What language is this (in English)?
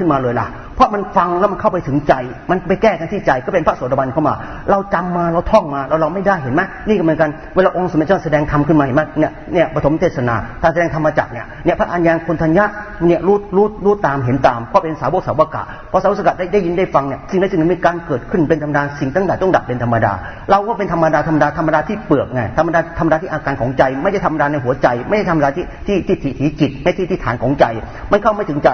Thai